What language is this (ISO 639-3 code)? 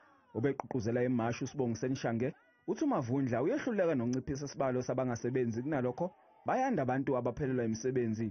zul